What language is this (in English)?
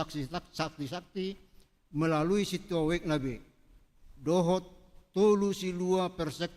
Batak Toba